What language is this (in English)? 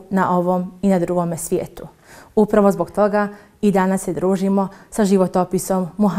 Bosnian